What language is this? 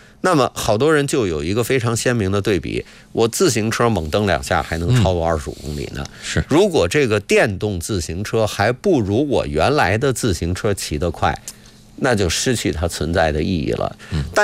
Chinese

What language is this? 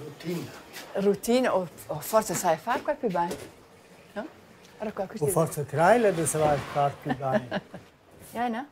Romansh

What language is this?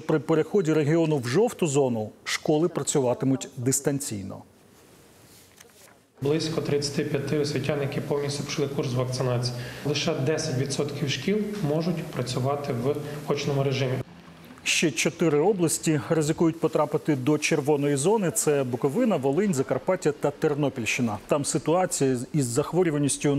Ukrainian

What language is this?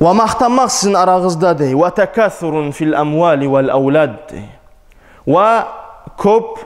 Kumyk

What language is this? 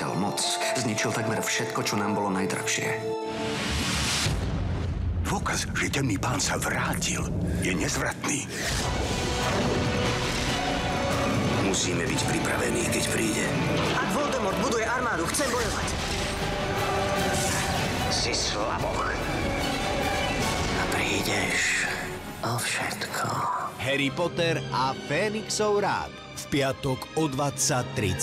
Slovak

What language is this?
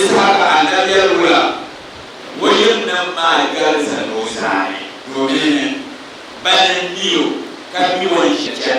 Dagbani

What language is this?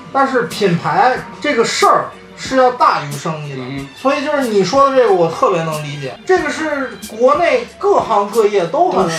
Chinese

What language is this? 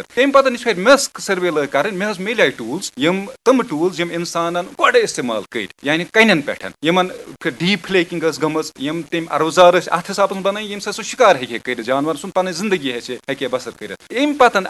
Kashmiri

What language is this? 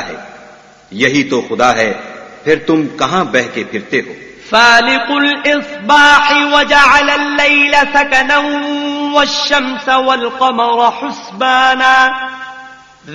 Urdu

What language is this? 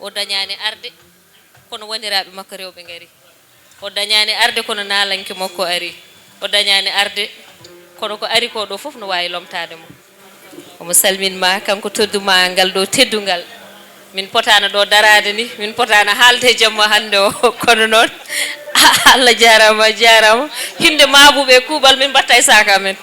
Fula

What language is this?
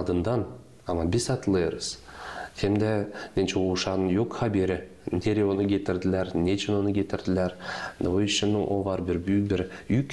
Gagauz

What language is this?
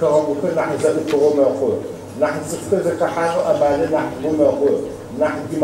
Adyghe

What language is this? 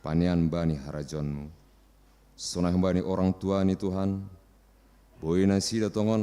Batak Simalungun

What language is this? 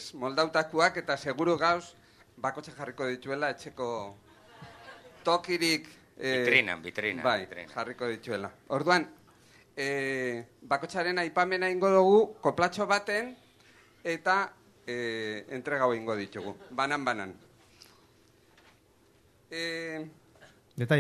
Basque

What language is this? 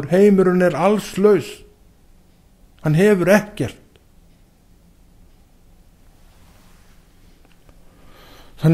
Icelandic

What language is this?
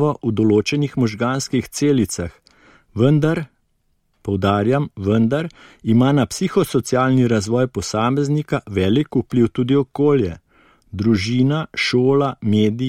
Slovenian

